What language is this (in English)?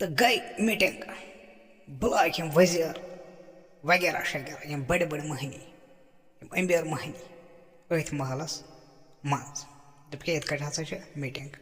Kashmiri